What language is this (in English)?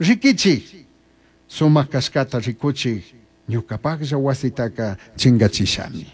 Chimborazo Highland Quichua